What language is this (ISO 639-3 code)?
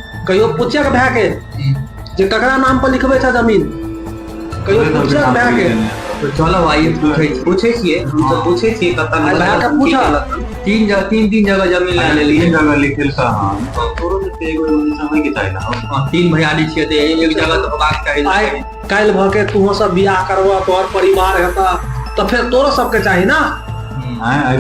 mai